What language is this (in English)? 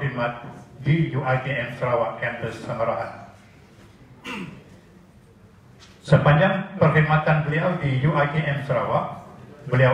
Malay